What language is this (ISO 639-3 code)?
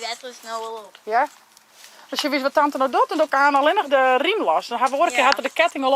fry